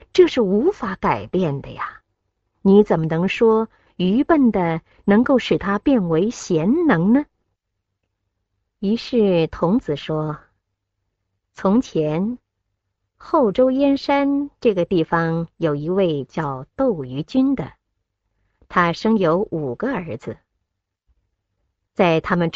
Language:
Chinese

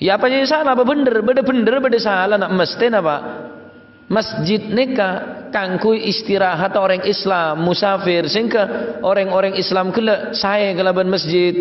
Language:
Madurese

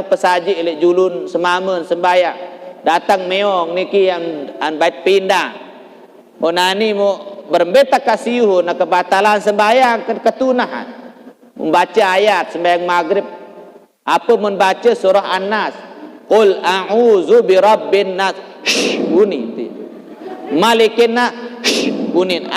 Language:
Sasak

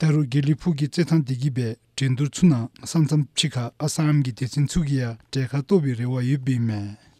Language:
Dzongkha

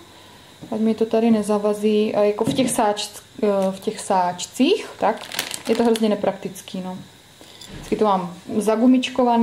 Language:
Czech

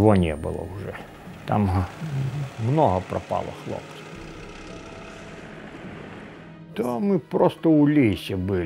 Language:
Ukrainian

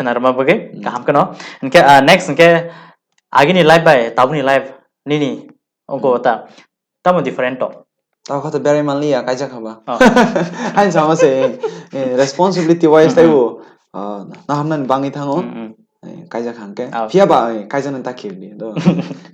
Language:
Kok Borok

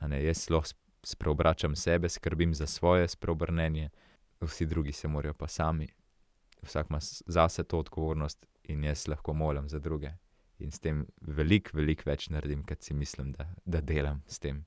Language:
Slovenian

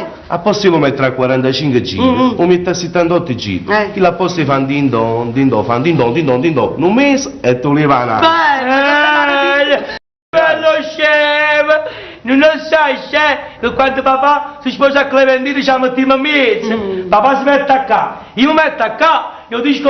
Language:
Neapolitan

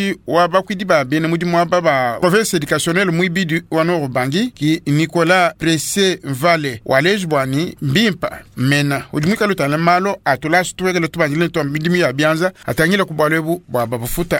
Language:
Luba-Lulua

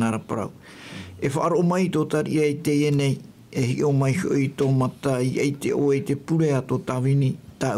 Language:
Tahitian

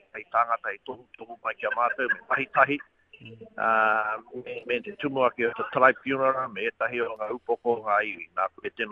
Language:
Māori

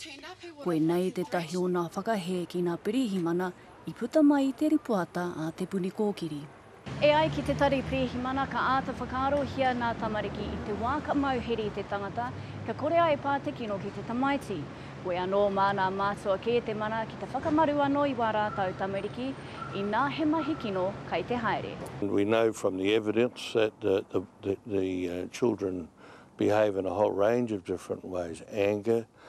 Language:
Māori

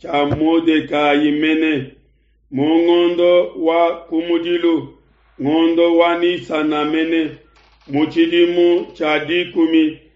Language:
Luba-Lulua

